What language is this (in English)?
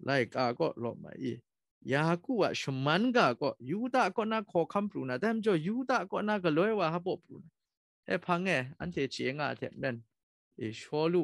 Kachin